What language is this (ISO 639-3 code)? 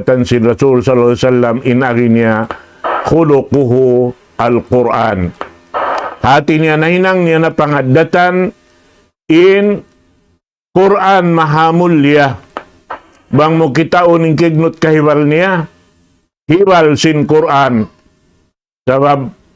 tsg